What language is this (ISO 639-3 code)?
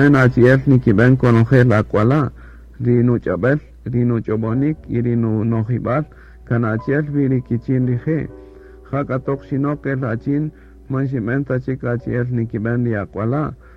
cak